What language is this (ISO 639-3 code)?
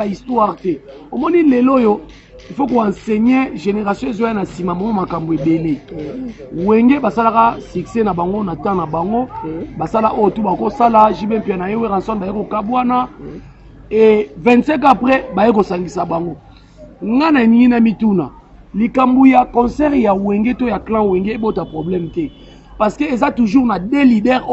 lin